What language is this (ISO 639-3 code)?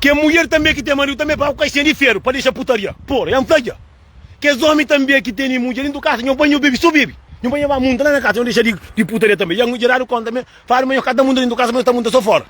kea